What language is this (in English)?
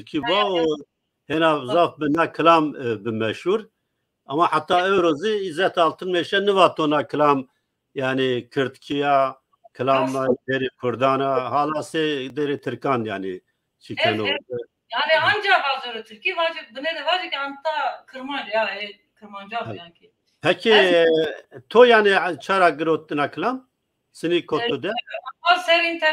Zaza